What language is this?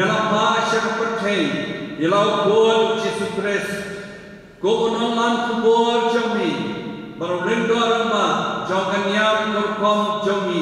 Khasi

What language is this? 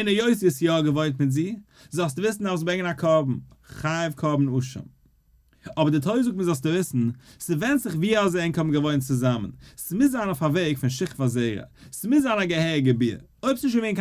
Yiddish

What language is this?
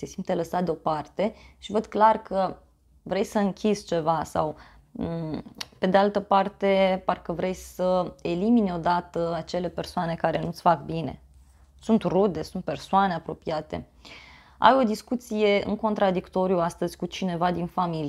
Romanian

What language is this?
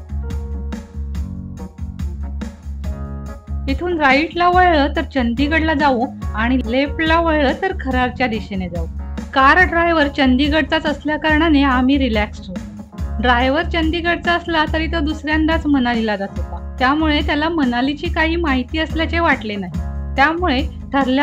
Marathi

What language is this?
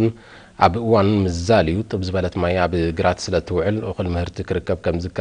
Tigrinya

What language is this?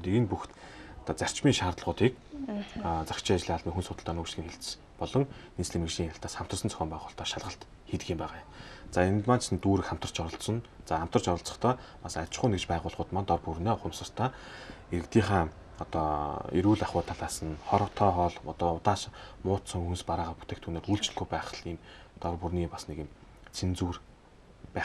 Mongolian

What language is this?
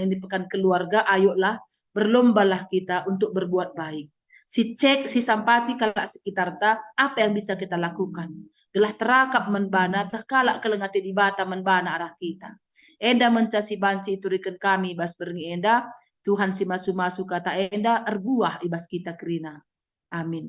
Batak Karo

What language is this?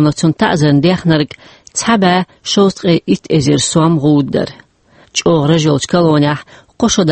Chechen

